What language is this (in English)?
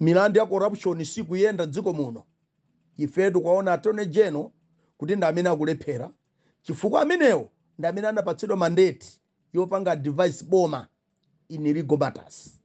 Nyanja